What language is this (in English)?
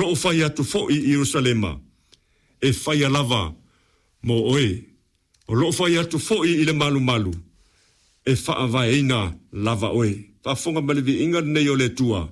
Samoan